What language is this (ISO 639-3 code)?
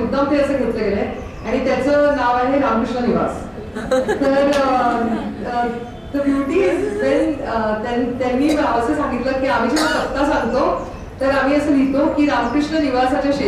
mar